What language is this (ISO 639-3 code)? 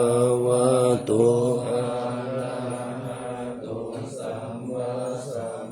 pli